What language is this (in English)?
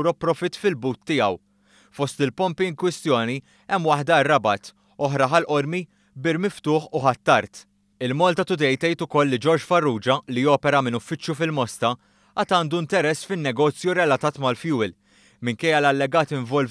Maltese